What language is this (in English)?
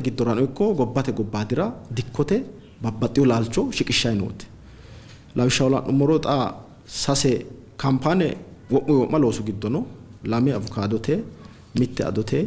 Sidamo